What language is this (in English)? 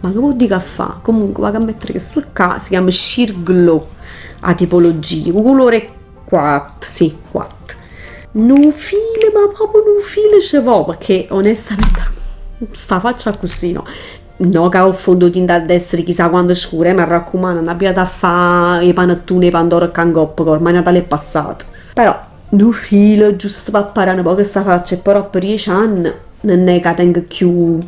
Neapolitan